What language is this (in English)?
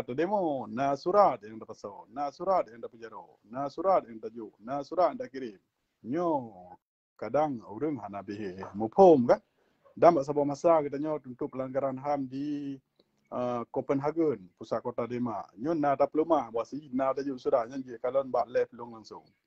Achinese